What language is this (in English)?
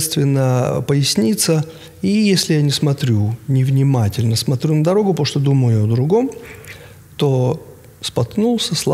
Russian